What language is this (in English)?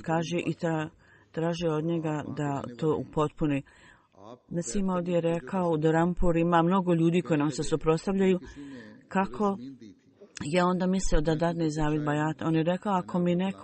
Bosnian